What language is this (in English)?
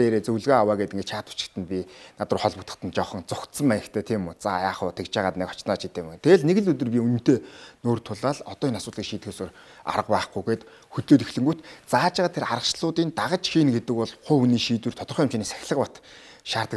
Mongolian